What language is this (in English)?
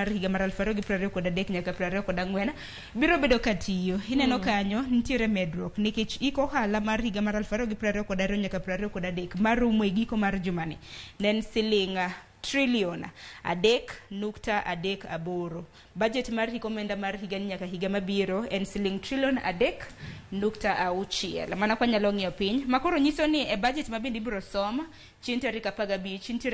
Luo (Kenya and Tanzania)